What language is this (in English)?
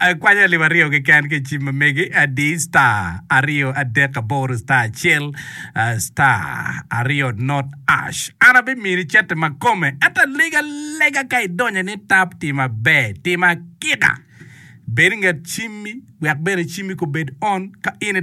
Acoli